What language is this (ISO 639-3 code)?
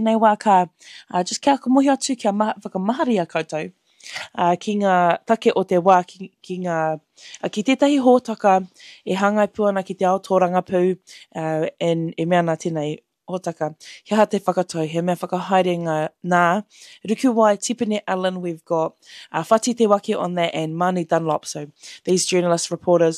mri